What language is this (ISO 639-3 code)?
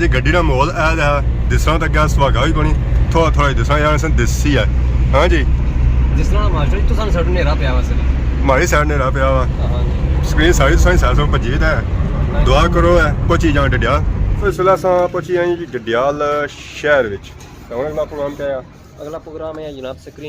phr